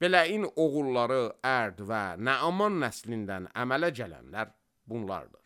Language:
Azerbaijani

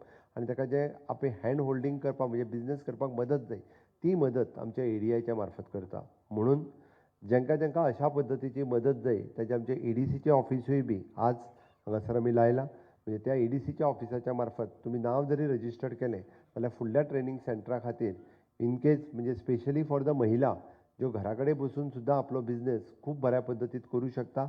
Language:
Konkani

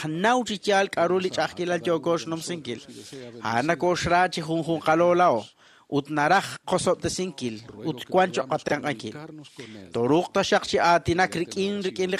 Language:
Kekchí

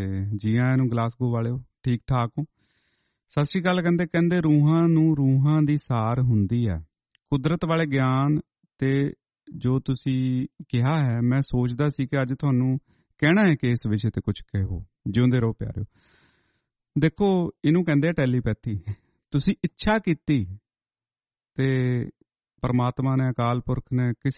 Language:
Punjabi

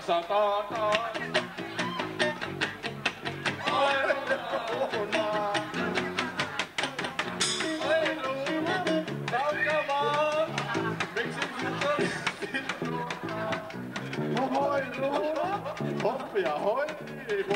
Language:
Finnish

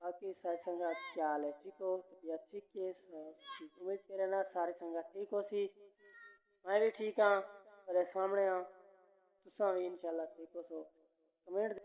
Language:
Saraiki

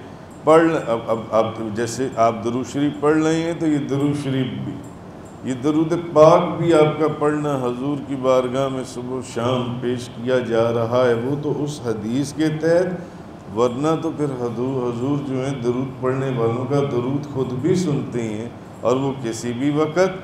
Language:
Urdu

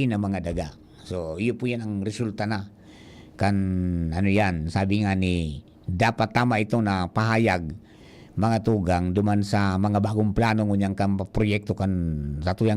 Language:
Bikol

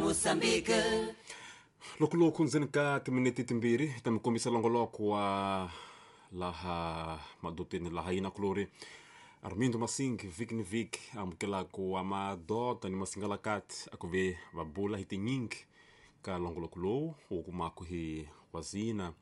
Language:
Tsonga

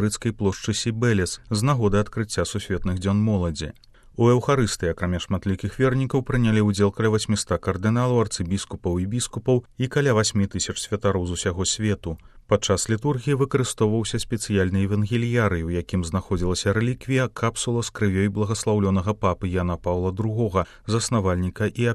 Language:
Belarusian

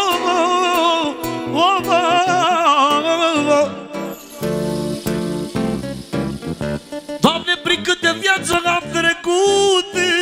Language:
Romanian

